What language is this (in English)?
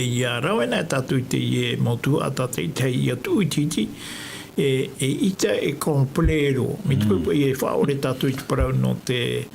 Tahitian